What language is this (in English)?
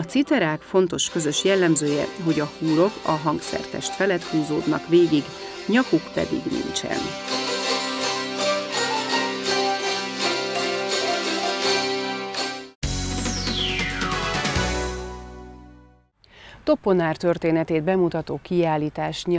Hungarian